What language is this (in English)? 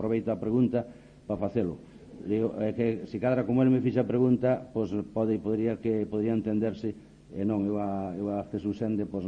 Galician